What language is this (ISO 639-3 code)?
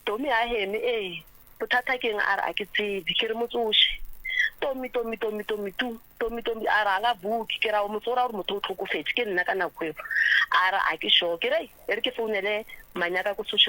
nso